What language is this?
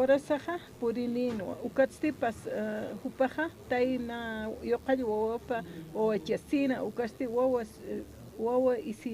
Aymara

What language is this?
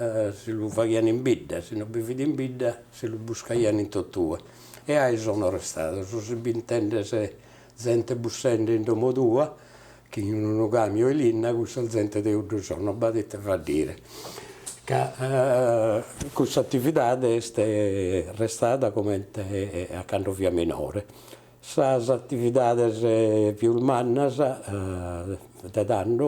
Sardinian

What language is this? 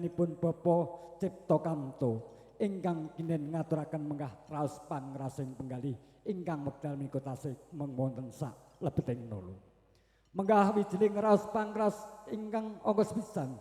Javanese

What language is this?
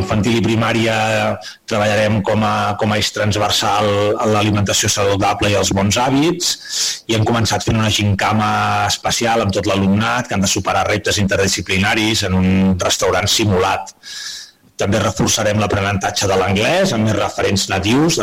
Catalan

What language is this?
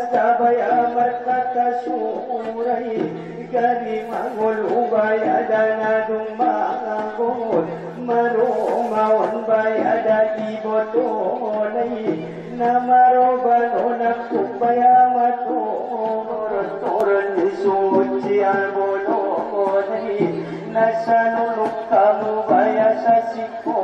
Batak Angkola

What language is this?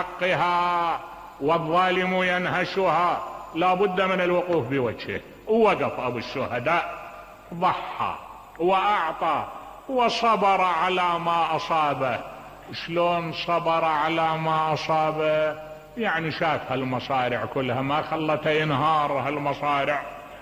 Mesopotamian Arabic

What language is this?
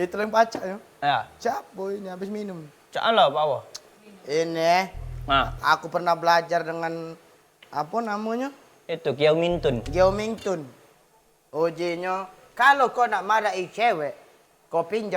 Musi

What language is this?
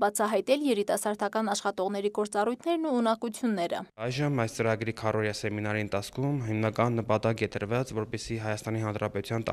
Armenian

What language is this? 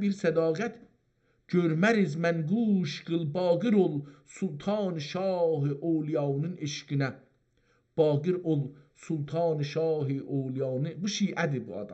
South Azerbaijani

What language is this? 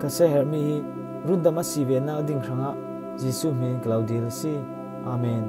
Falam Chin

